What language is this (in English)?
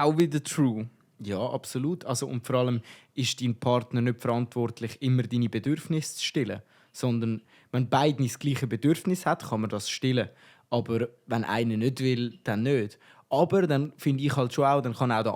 Swiss German